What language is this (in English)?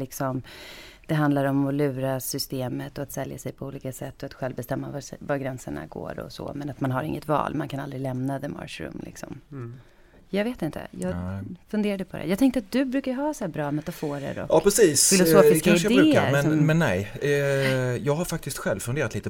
Swedish